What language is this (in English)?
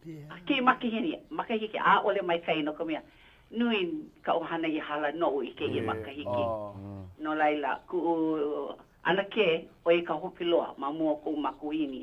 Hawaiian